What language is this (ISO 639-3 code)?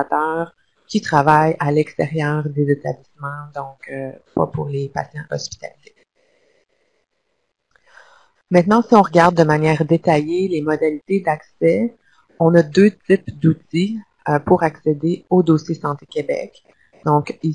fra